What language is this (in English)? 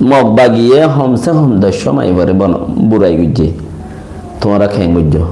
Rohingya